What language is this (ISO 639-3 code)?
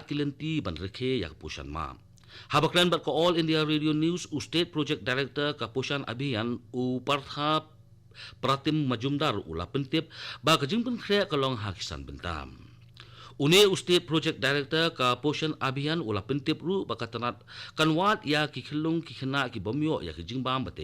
kha